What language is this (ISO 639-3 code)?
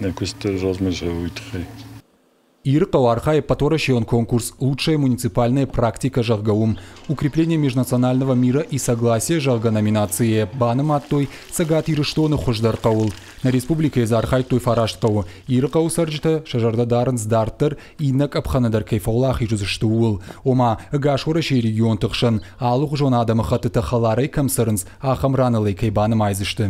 oss